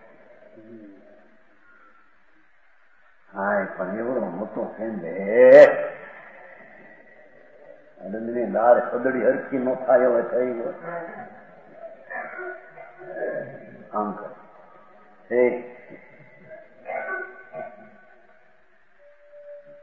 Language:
Gujarati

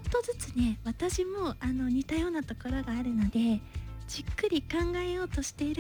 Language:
Japanese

